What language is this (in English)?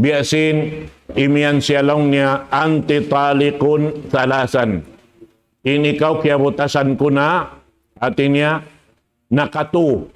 Tausug